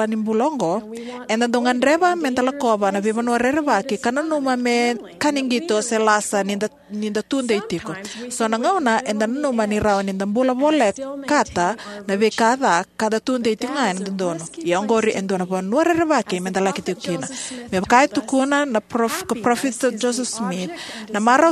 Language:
Fijian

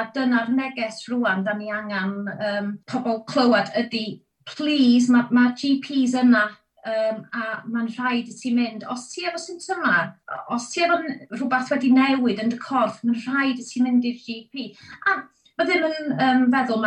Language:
Welsh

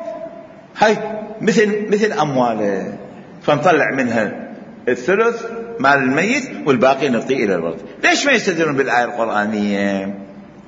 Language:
Mesopotamian Arabic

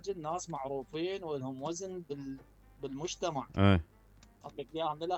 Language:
Mesopotamian Arabic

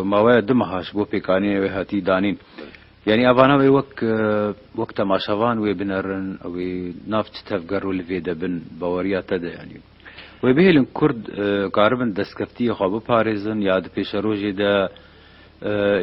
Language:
Kurdish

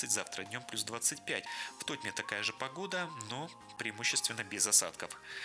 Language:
Russian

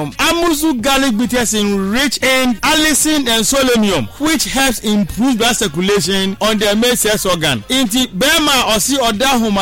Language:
Akan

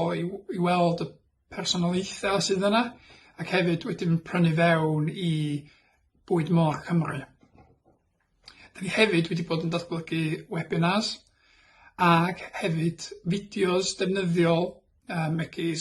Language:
Welsh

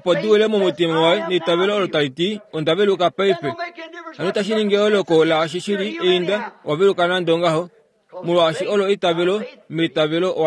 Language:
Kuanyama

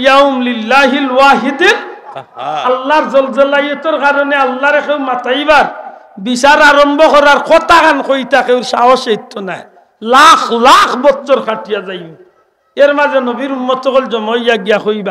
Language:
Sylheti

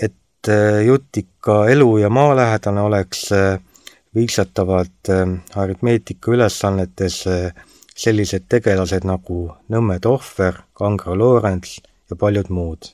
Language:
Estonian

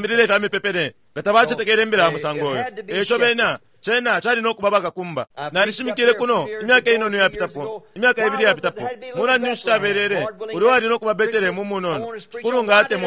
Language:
Bemba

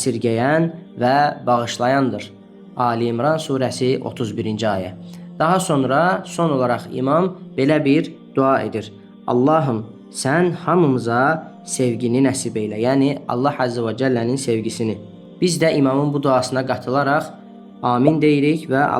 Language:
Azerbaijani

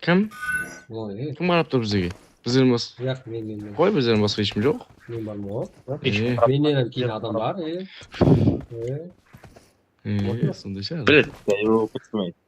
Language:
Kara-Kalpak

